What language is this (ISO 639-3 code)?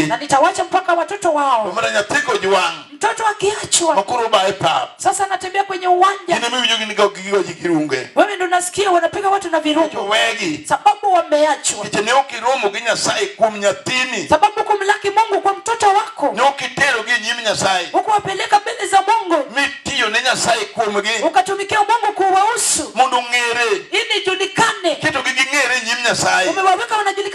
luo